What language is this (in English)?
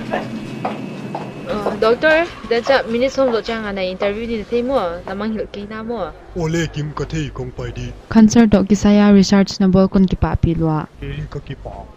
Paite Chin